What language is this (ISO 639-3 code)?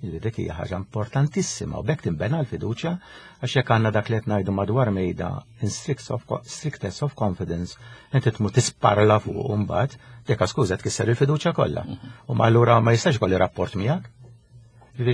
mlt